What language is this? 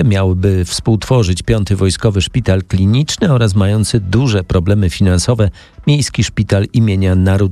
Polish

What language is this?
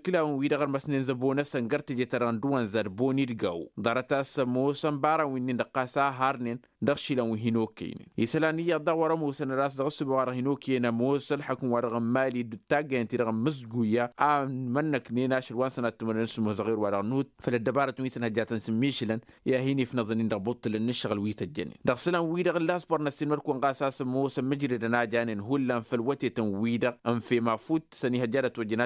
Tamasheq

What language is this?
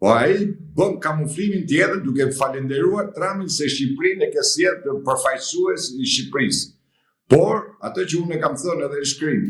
Albanian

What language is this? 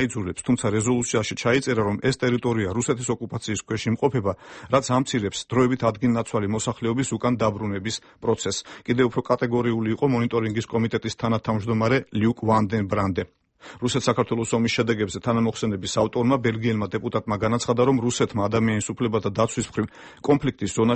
Georgian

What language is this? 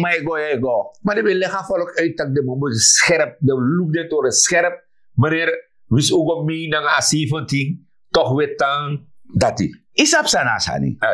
Sranan Tongo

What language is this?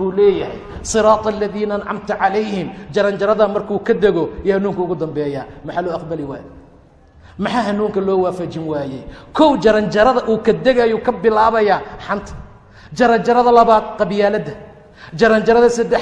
Somali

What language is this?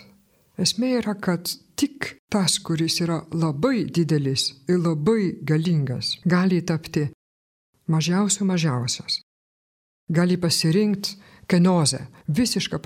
Lithuanian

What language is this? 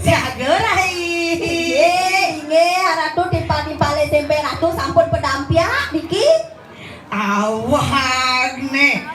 Balinese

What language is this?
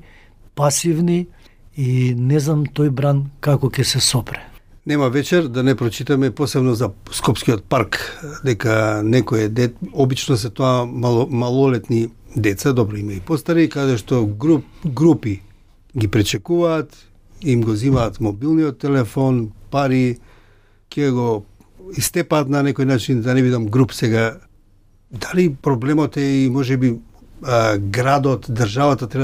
Macedonian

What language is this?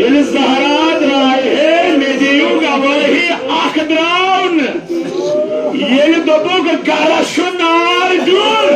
Kashmiri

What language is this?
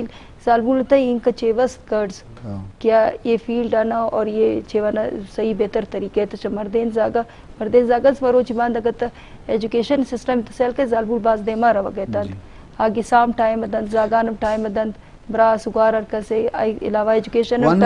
Eastern Balochi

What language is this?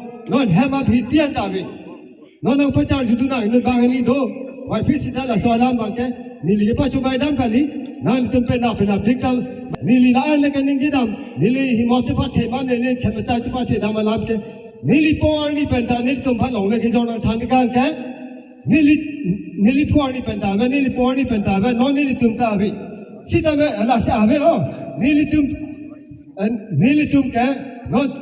Karbi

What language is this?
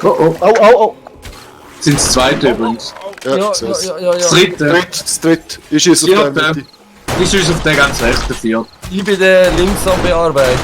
Swiss German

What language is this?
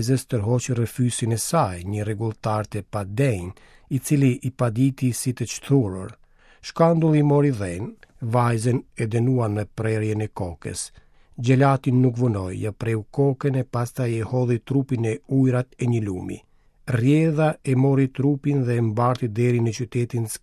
Albanian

